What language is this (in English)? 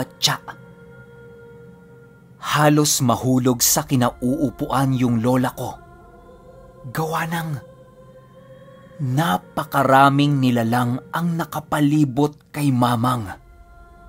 Filipino